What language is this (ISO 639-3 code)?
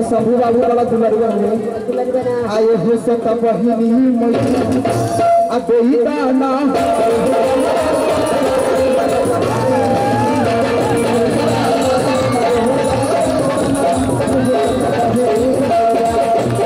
bho